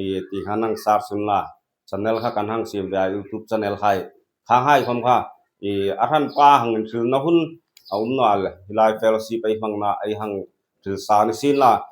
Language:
Hmar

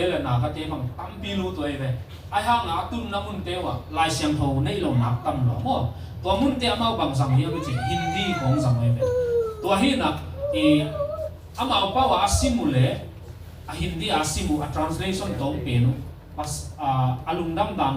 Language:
Tedim Chin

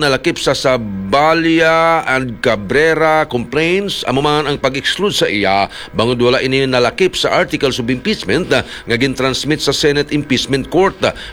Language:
Hiligaynon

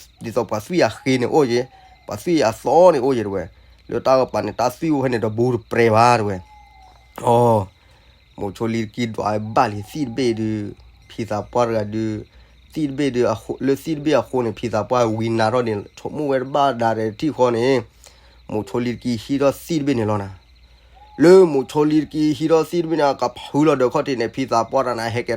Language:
S'gaw Karen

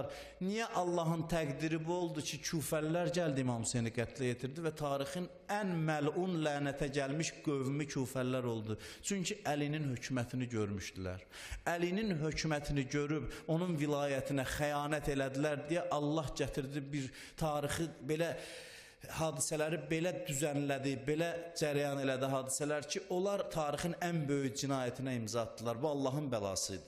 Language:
Azerbaijani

